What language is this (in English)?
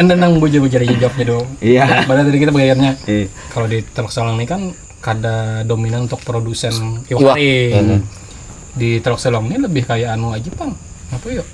Banjar